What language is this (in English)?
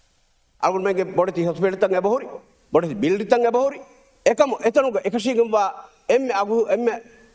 Divehi